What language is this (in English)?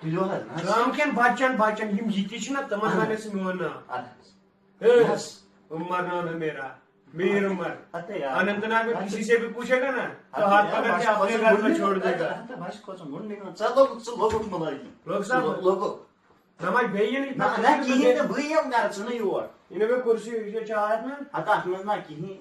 Kashmiri